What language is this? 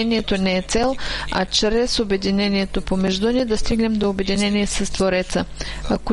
Bulgarian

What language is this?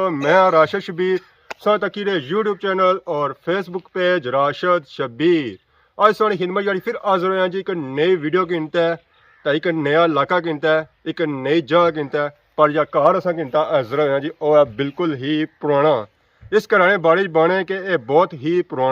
Pahari-Potwari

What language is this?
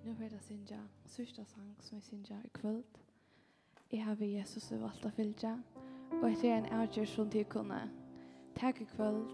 Faroese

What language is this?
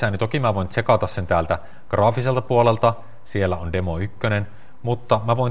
Finnish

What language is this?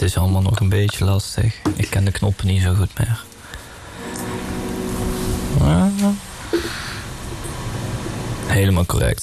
Dutch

